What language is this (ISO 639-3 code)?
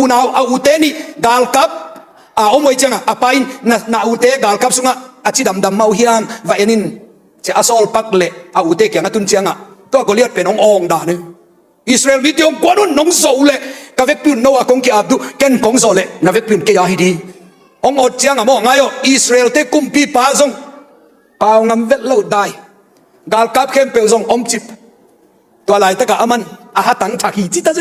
ctd